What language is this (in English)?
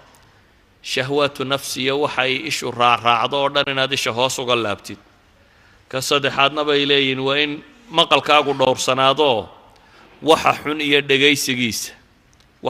Somali